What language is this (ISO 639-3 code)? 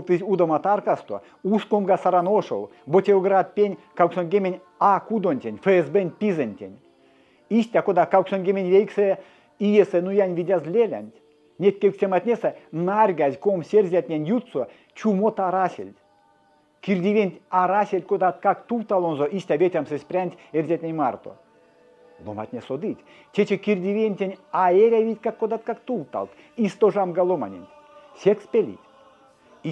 myv